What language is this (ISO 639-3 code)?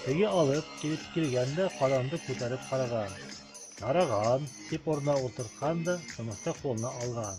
bak